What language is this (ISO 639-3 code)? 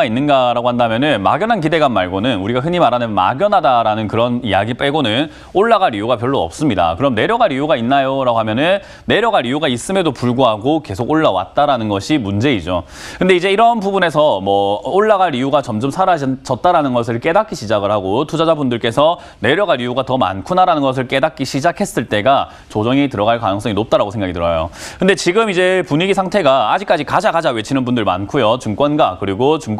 kor